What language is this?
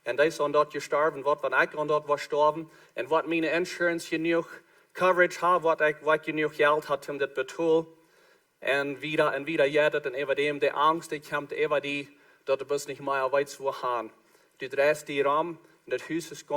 Plautdietsch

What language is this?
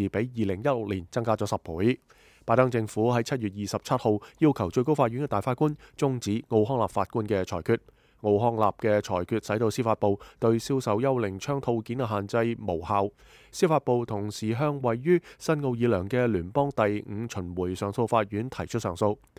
Cantonese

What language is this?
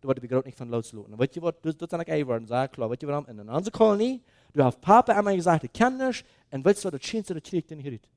Plautdietsch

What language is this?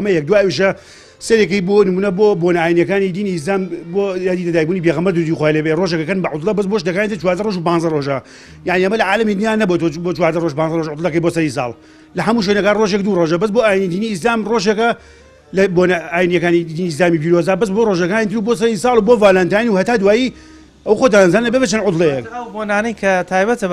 Central Kurdish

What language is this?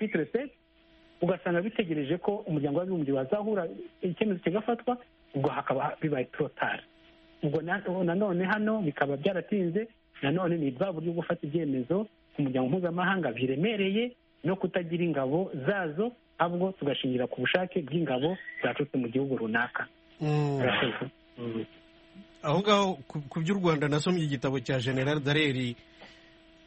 Kinyarwanda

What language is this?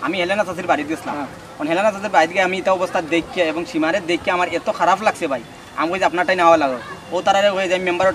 Sylheti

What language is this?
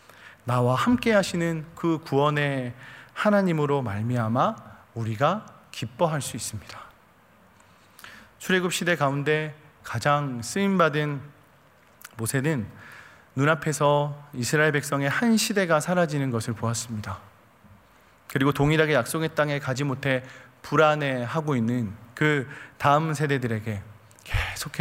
Korean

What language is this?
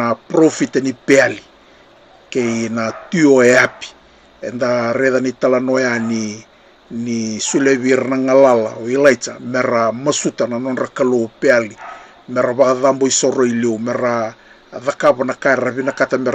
Fijian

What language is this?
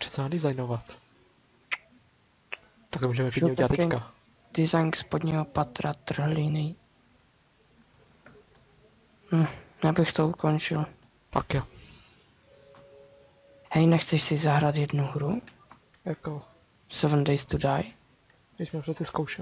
Czech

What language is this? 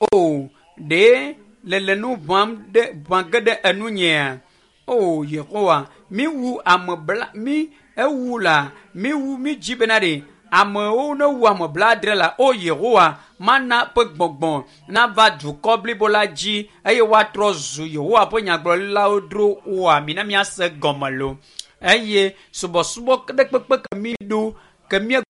Ewe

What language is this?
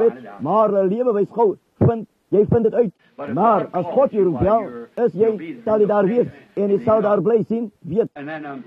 Afrikaans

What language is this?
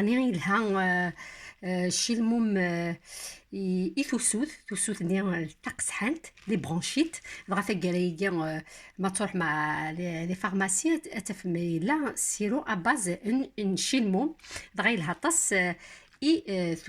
Kabyle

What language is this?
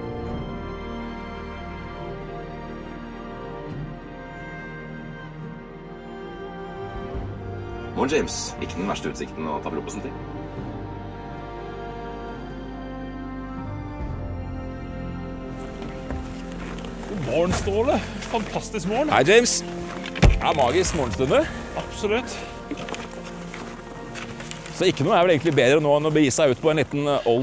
Norwegian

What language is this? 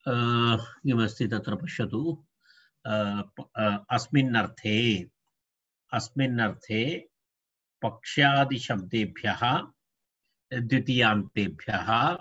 Sanskrit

